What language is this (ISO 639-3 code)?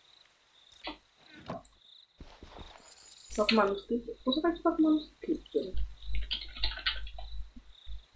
ron